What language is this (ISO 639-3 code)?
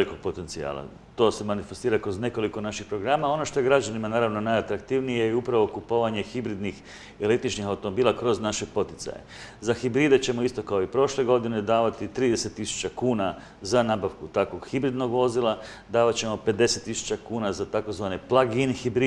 hrv